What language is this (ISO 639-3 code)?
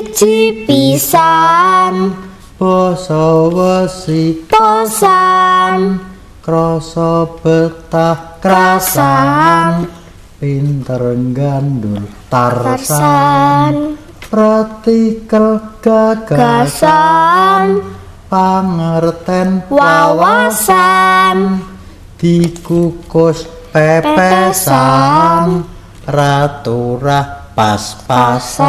jav